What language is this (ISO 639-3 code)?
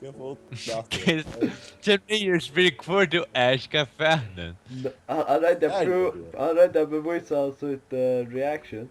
fao